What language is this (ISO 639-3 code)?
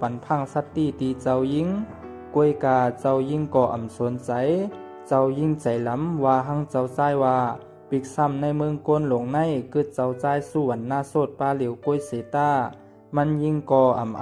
shn